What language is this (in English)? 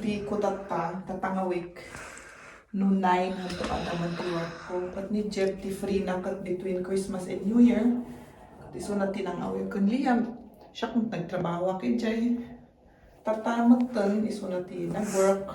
Iloko